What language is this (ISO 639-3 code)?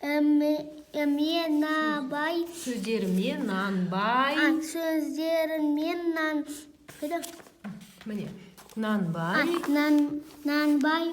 kaz